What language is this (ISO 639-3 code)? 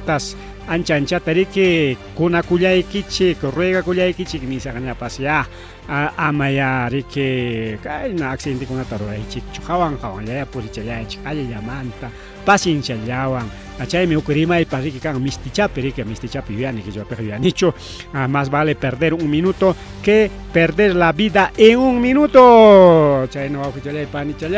quy